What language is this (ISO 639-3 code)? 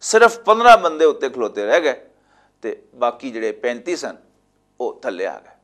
lah